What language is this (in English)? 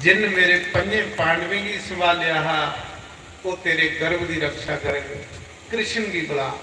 Dogri